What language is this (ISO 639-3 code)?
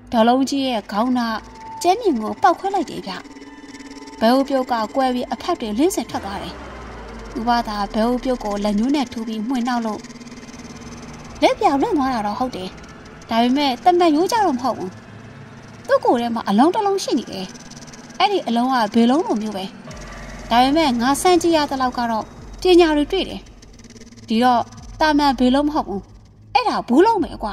mya